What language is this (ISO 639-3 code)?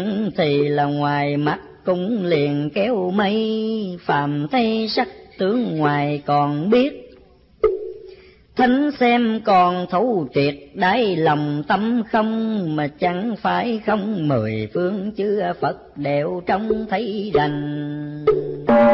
vie